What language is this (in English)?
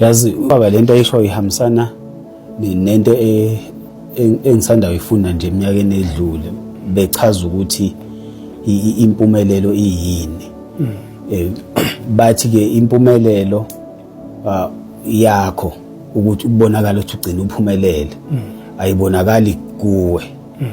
Zulu